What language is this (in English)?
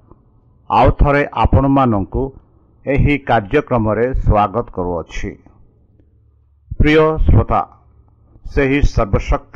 Odia